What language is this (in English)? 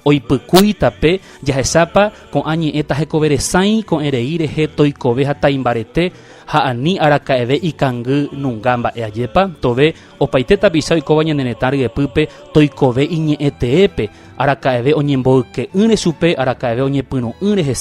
Guarani